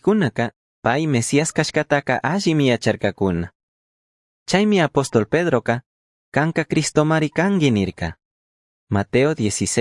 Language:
Chimborazo Highland Quichua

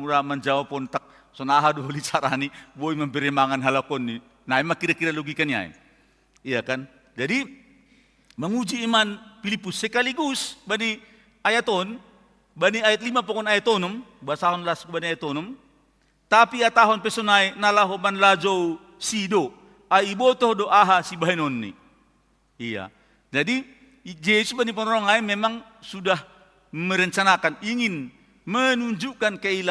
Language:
Batak Simalungun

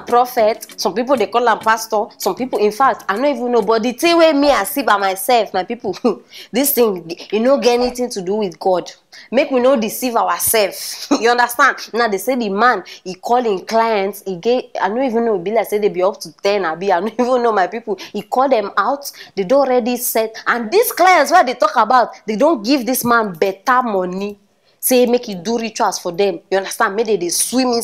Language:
Nigerian Pidgin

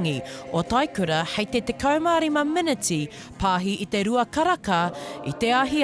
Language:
Māori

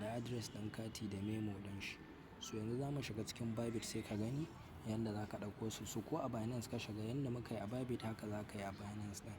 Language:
Hausa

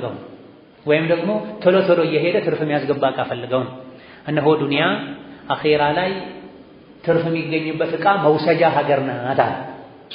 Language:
Amharic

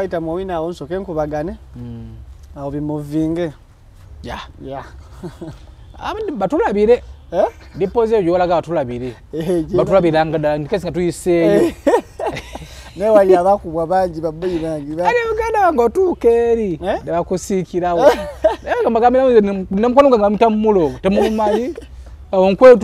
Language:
Ganda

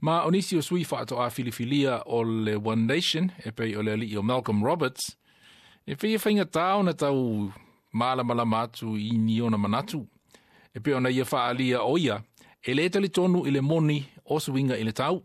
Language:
Samoan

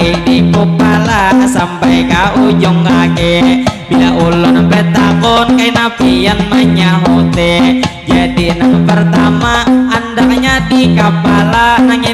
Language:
Banjar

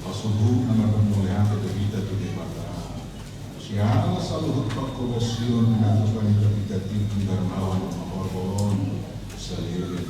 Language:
Batak Toba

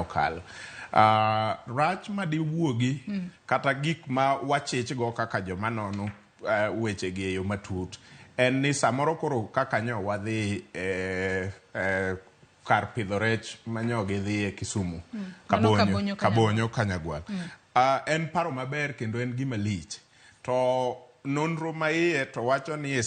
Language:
Luo (Kenya and Tanzania)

